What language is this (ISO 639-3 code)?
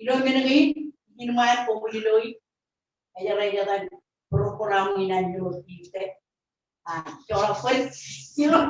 mah